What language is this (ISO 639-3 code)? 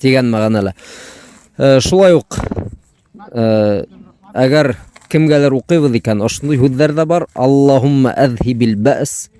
bak